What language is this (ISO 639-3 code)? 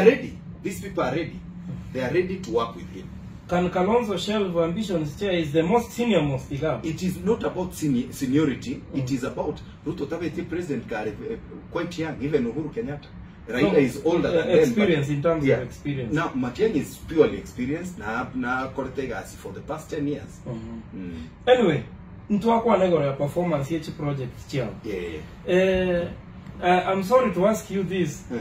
guz